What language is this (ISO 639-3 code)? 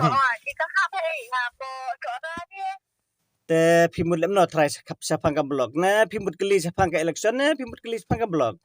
kha